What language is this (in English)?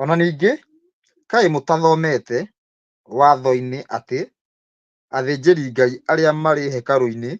Kikuyu